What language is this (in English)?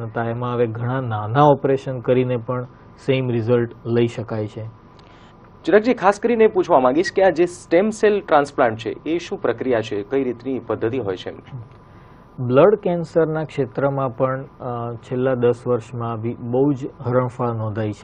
Gujarati